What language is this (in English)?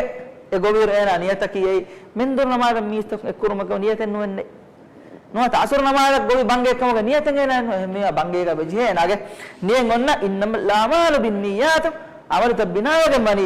Divehi